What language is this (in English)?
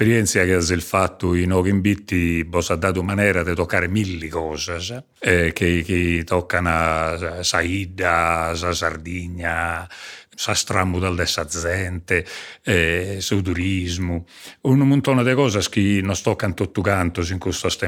Sardinian